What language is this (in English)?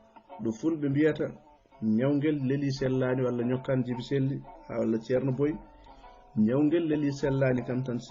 Fula